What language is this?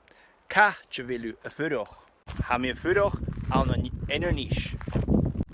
Scottish Gaelic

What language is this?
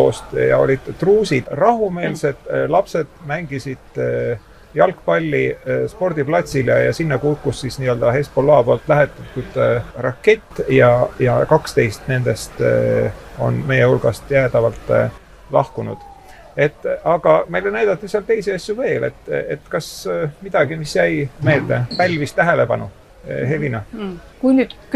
Estonian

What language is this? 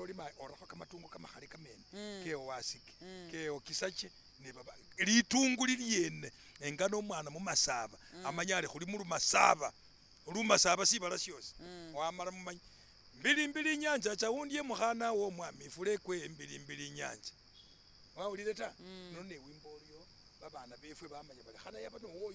Masaaba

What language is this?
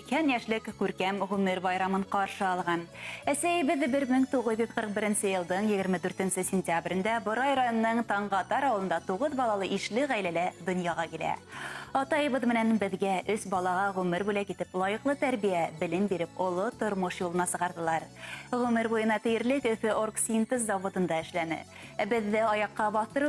Bashkir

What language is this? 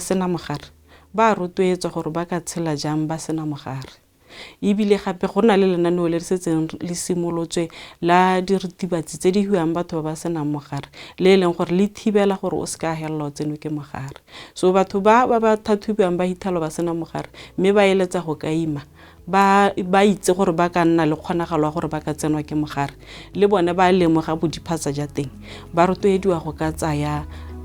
Tswana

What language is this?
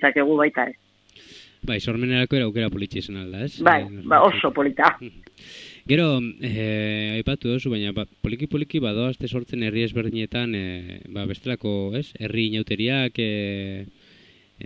Basque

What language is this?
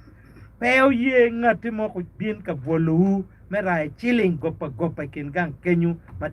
Acoli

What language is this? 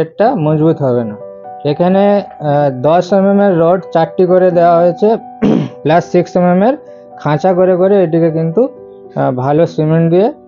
Bangla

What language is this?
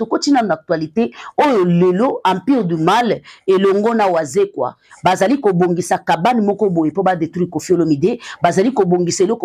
Lingala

